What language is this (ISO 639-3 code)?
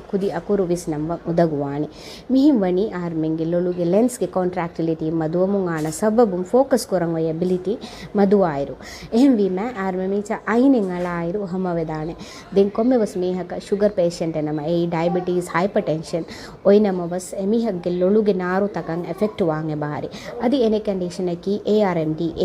div